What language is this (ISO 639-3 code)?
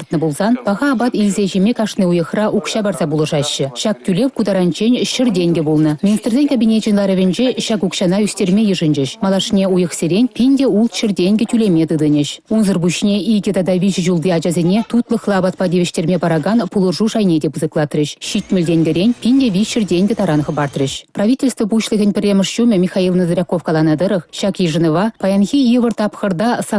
chv